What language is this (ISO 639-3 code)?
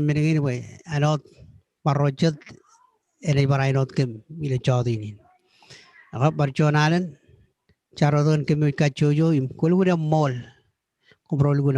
mah